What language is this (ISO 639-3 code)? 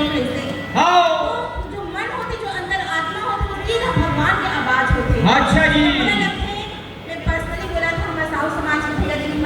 hne